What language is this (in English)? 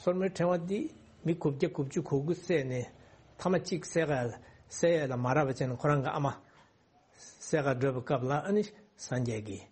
Tibetan